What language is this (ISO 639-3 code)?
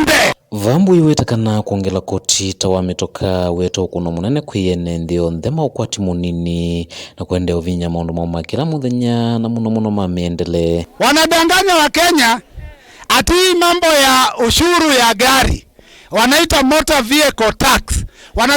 kam